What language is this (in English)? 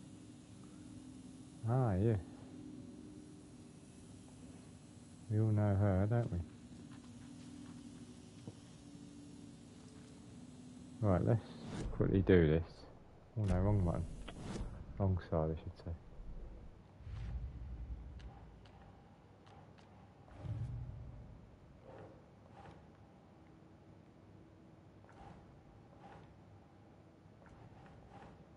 English